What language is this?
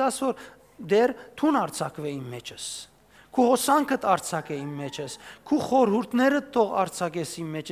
Western Armenian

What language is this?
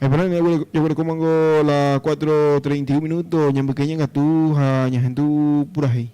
Guarani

